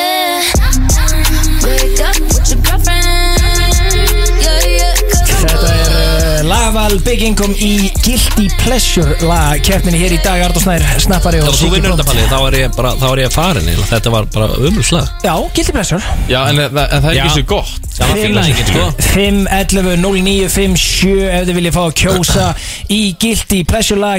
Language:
Icelandic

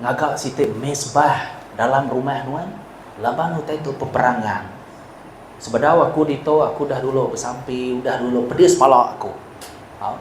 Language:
Iban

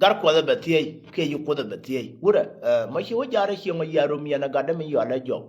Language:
Nuer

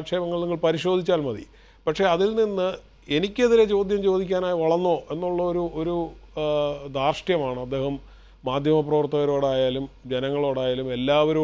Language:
Malayalam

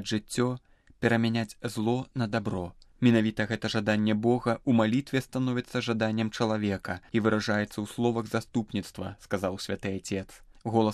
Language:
Belarusian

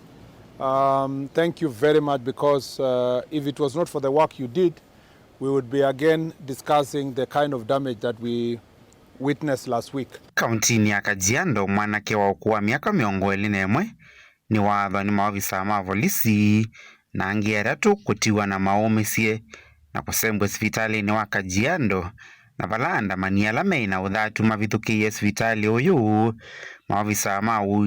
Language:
Kamba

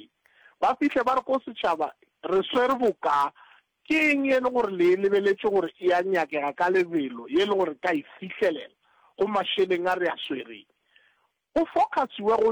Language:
Northern Sotho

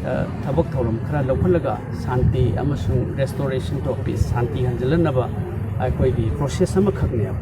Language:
Manipuri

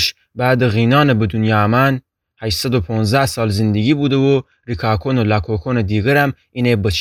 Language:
Gilaki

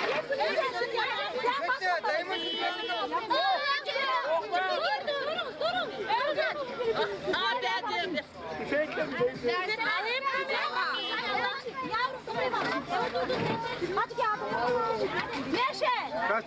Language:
Turkish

